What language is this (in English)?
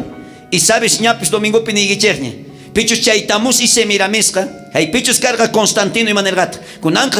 South Bolivian Quechua